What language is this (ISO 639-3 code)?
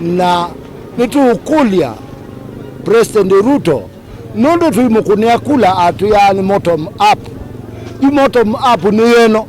kam